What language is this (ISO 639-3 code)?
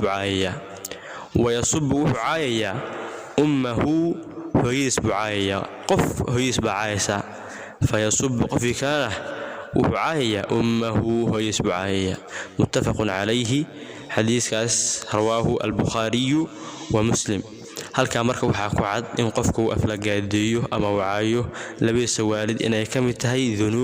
som